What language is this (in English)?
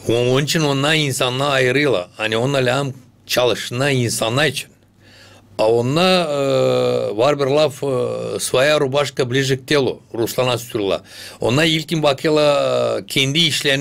Gagauz